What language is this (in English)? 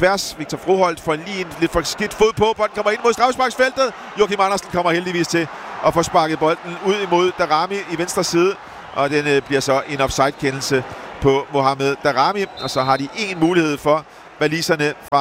Danish